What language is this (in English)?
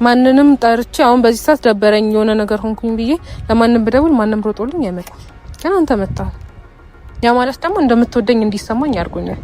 Amharic